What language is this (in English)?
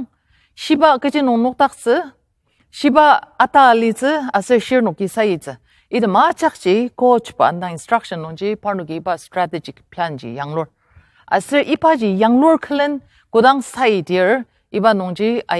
Ao Naga